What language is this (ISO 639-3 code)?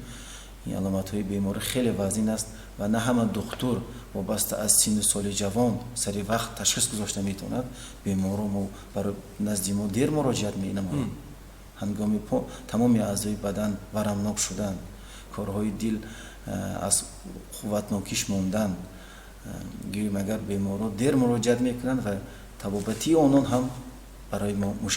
tgk